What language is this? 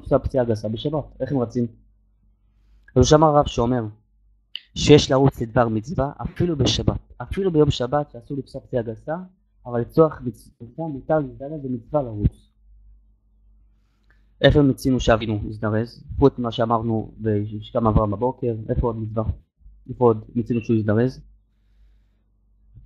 Hebrew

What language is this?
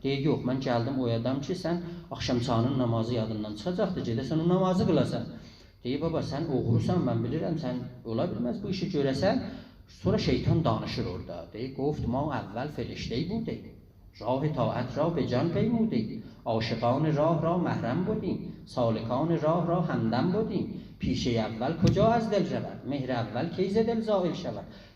South Azerbaijani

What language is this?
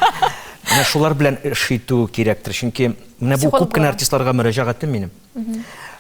Tatar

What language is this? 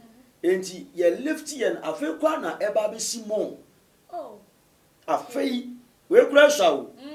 Akan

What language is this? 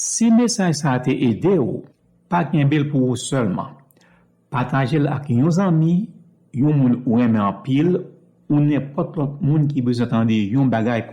Haitian Creole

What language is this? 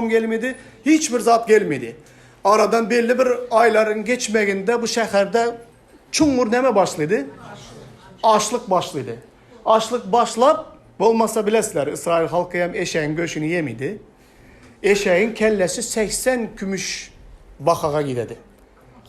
Turkmen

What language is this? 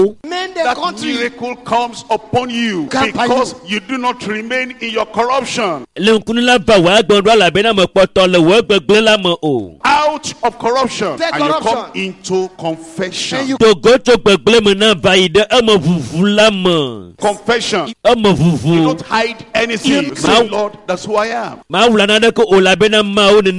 Ewe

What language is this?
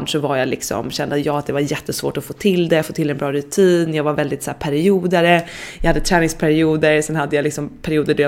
Swedish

